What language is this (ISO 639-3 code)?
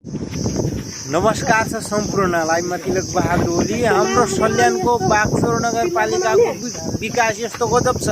nep